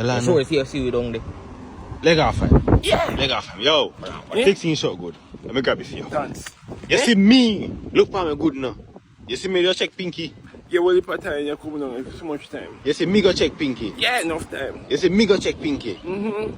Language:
Jamaican Creole English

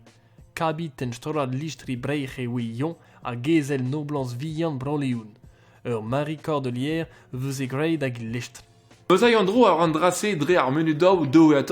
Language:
Breton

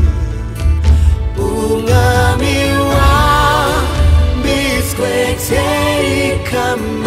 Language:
Kinyarwanda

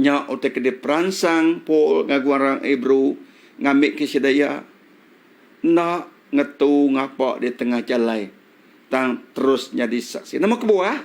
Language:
Iban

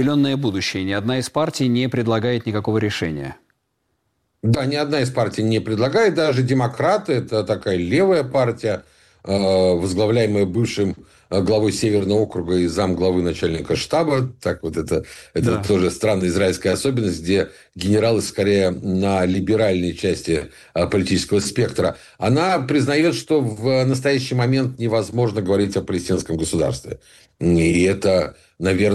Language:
Russian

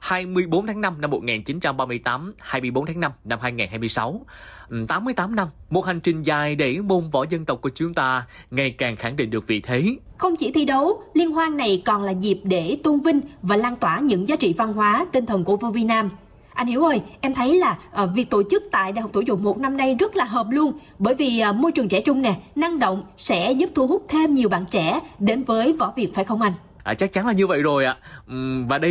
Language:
Vietnamese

